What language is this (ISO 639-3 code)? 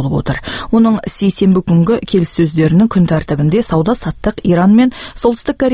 kaz